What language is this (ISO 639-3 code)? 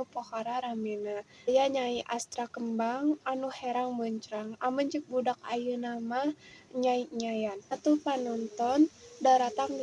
sun